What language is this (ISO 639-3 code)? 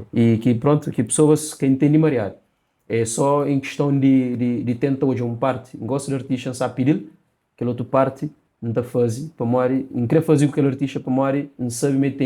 kea